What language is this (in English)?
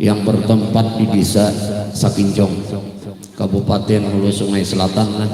Banjar